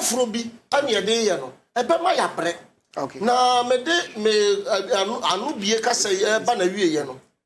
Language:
Akan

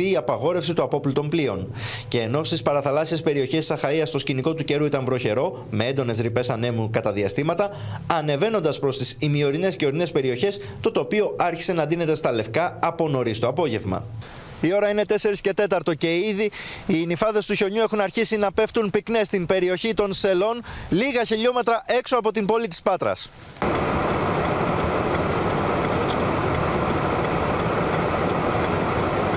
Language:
Greek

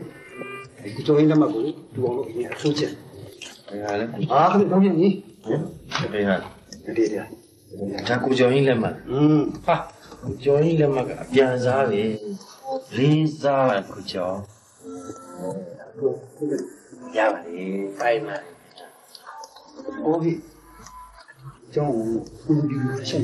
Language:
Burmese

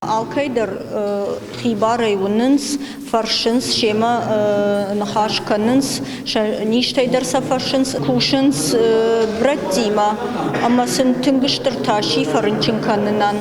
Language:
Ossetic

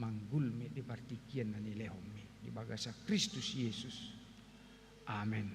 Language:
Batak Toba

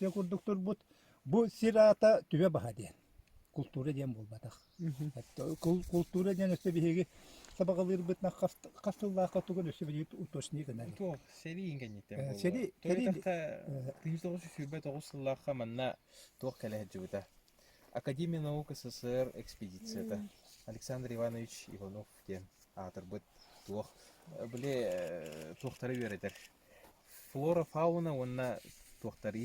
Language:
Yakut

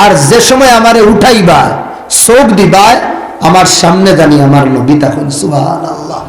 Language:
Sylheti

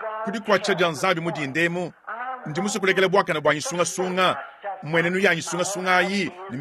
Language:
Luba-Lulua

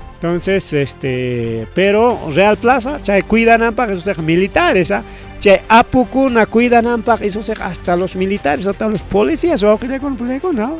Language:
Ayacucho Quechua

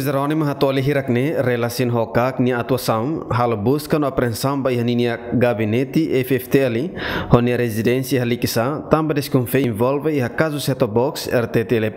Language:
Tetum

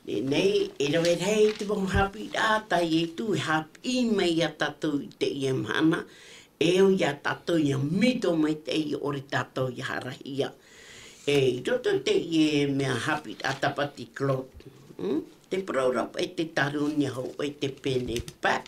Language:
Tahitian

